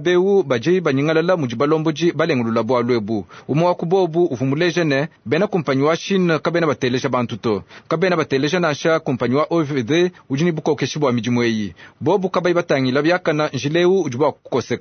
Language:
Luba-Lulua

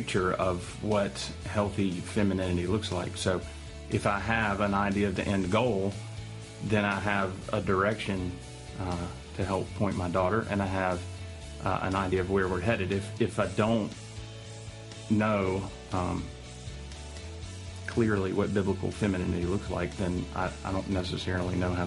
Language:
English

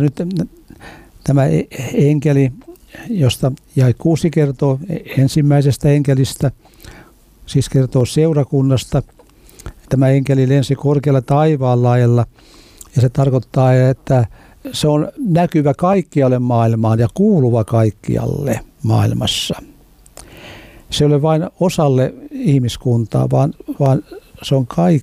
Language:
Finnish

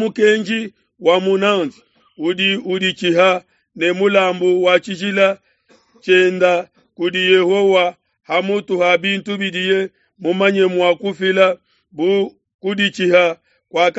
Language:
Luba-Lulua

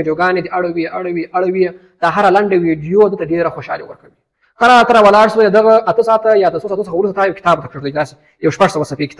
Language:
Pashto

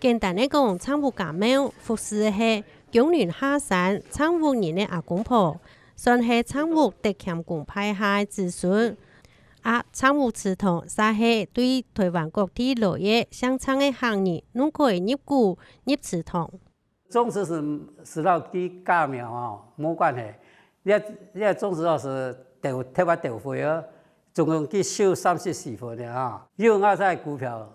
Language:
Hakka Chinese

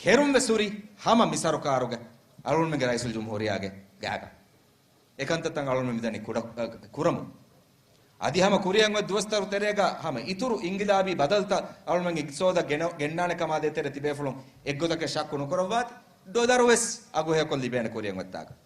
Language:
Divehi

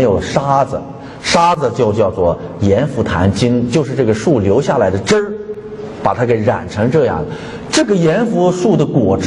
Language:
Chinese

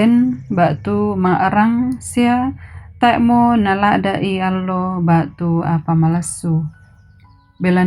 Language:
Toraja-Sa'dan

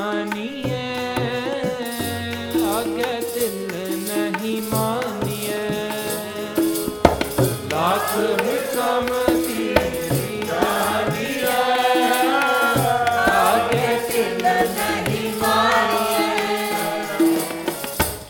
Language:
Punjabi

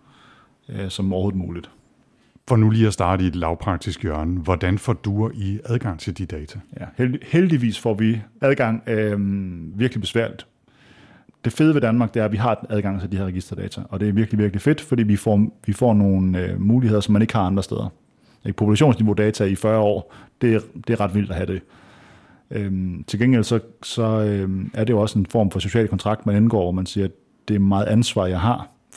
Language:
Danish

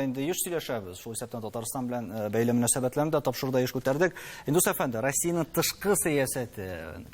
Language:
Tatar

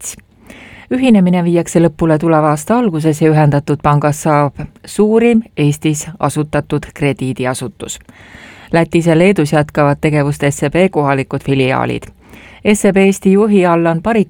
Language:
Estonian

